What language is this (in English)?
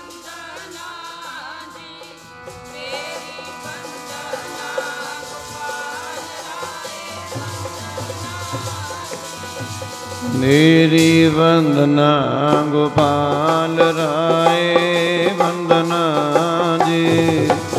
Punjabi